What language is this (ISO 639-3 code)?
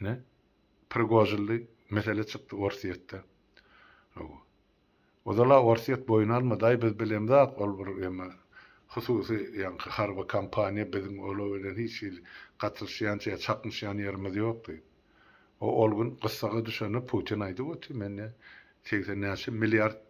tuk